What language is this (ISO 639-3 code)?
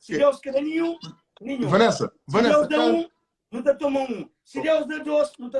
kea